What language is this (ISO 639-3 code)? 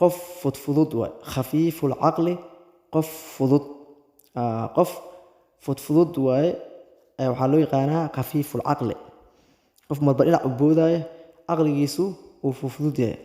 som